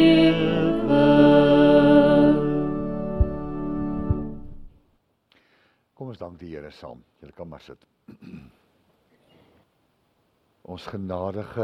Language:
Afrikaans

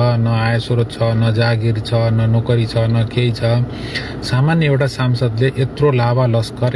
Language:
Nepali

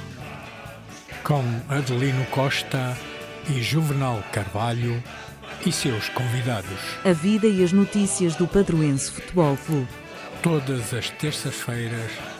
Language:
Portuguese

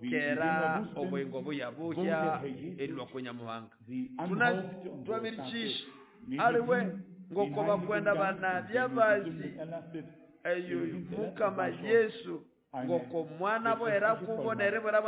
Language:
Nande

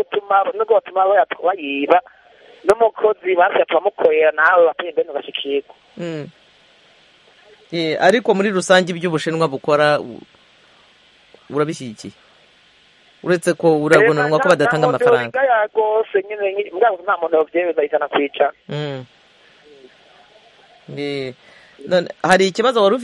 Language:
Kinyarwanda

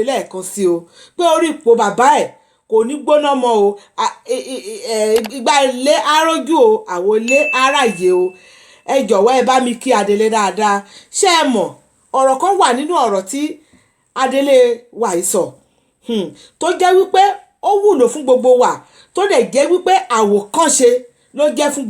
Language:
Yoruba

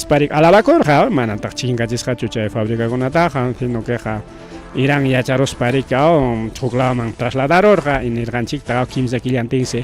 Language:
Ayacucho Quechua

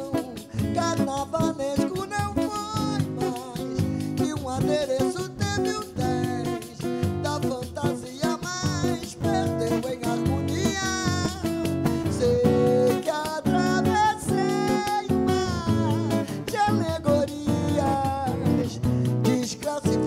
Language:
Portuguese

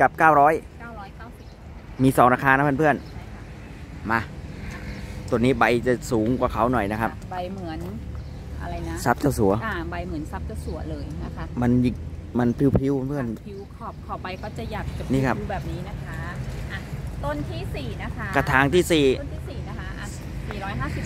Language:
Thai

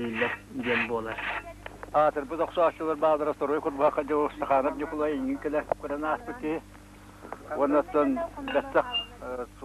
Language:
Yakut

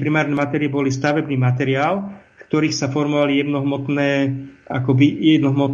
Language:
Slovak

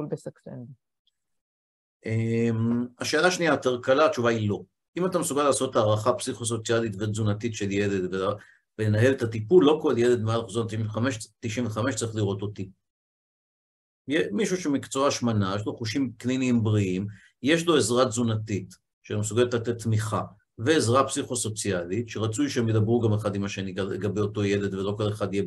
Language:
Hebrew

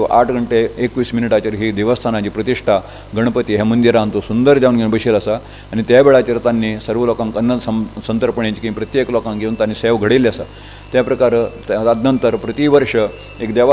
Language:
Konkani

